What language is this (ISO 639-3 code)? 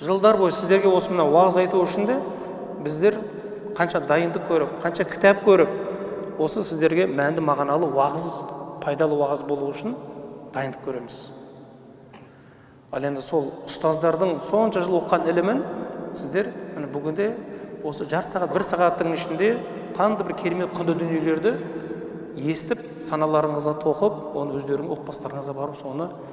kaz